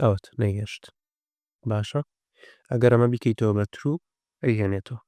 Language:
Central Kurdish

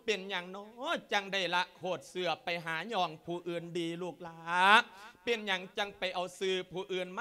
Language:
Lao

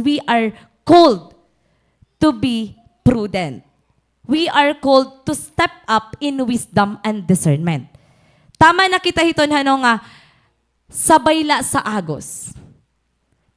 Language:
Waray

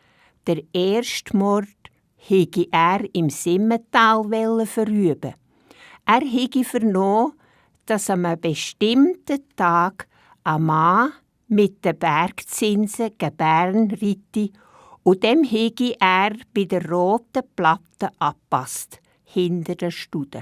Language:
Swiss German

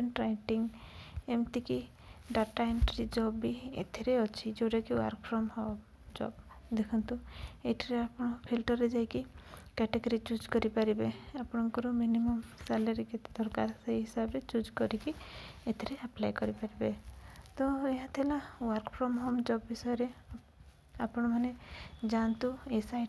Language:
Odia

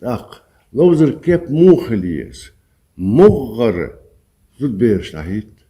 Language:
Chechen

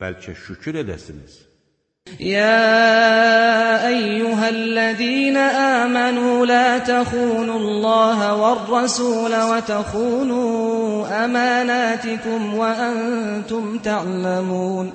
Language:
Azerbaijani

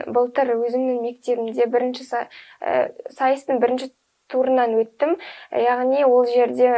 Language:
Kazakh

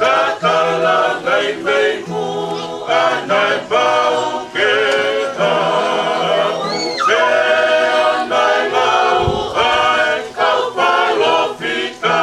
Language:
Tongan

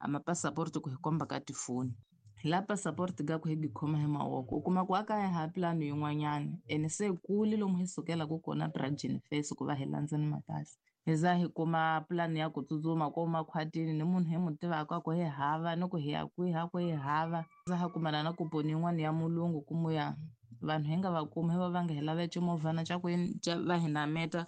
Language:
Tsonga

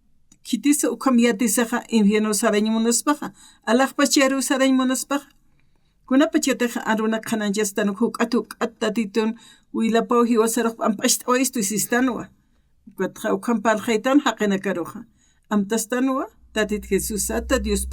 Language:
Aymara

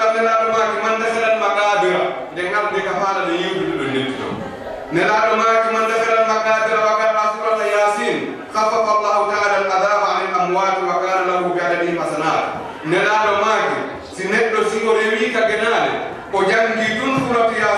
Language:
Fula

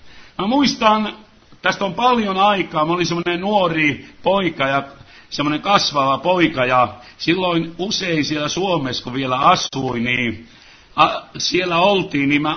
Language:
Finnish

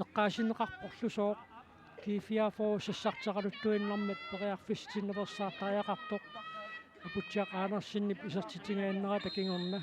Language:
Kalaallisut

